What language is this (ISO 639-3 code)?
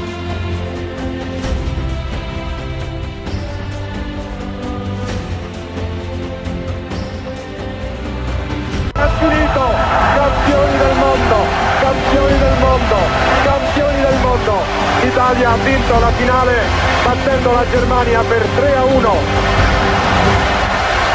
ita